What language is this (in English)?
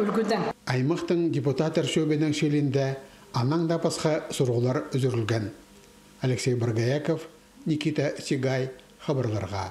Khakas